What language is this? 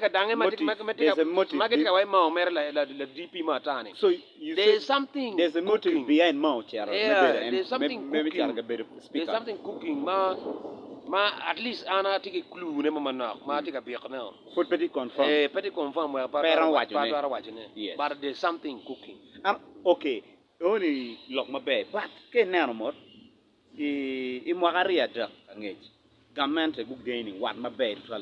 Acoli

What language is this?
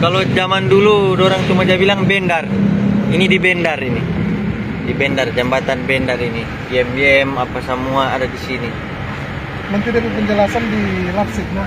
Manado Malay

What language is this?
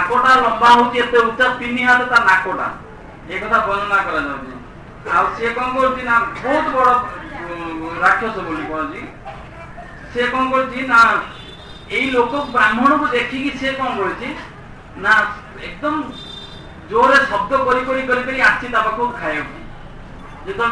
Odia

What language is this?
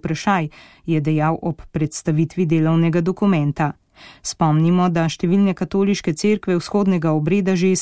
Slovenian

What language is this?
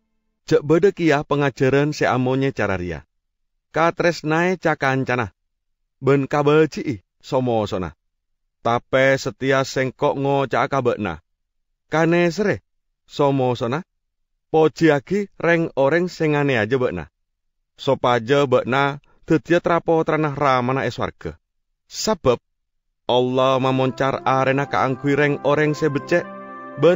Madurese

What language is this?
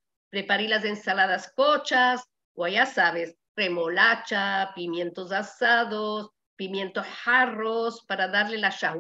Ladino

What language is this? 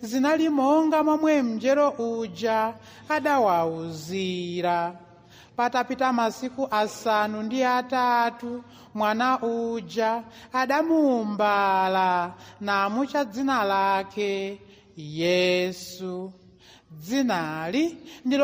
Nyanja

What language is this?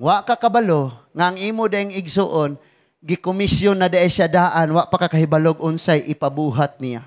Cebuano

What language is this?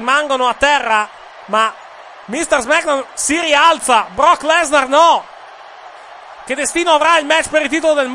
Italian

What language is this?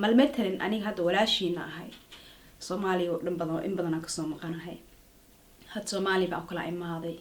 Somali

